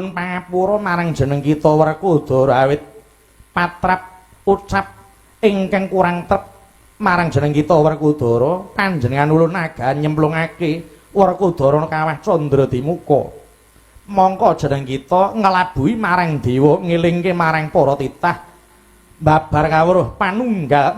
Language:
Javanese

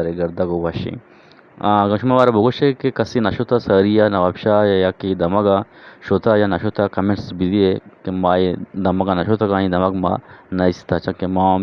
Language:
Eastern Balochi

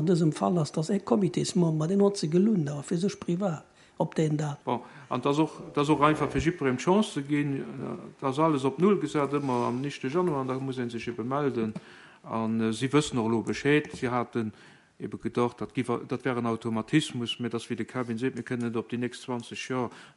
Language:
Luxembourgish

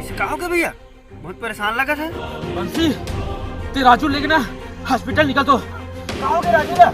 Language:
Chhattisgarhi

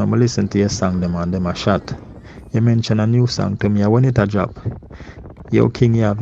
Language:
Jamaican Creole English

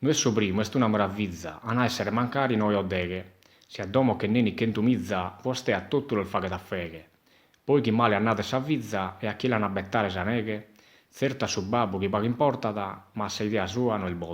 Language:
Sardinian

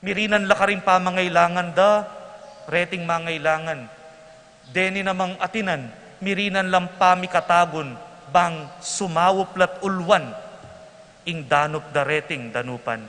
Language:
Pampanga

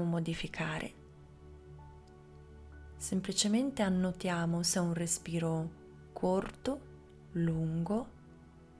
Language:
Italian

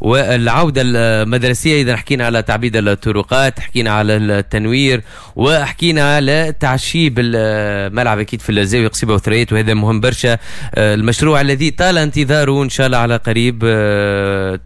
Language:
Tunisian Arabic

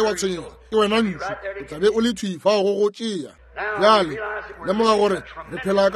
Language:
Northern Sotho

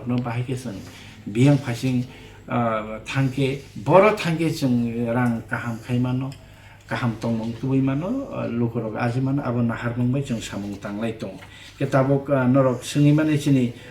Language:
Kok Borok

